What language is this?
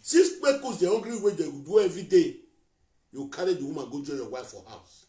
Nigerian Pidgin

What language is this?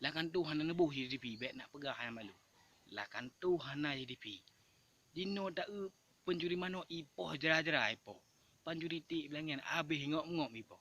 Achinese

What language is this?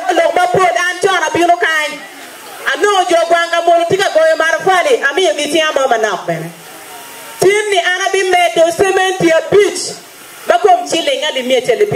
Acoli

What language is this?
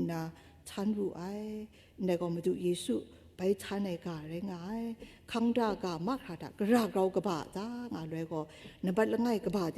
Kachin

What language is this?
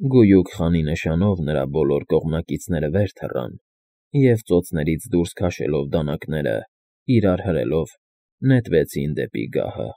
Armenian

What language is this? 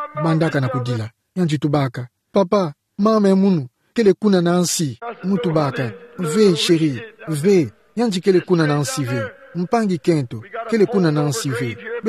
Kituba (Democratic Republic of Congo)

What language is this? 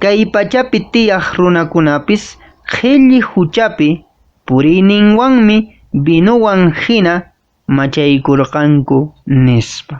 Quechua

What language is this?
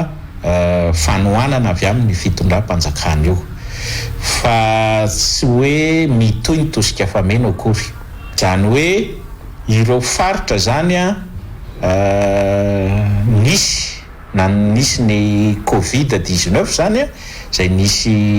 Malagasy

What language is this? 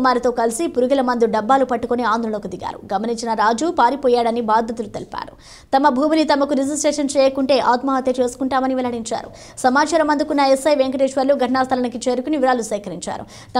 Telugu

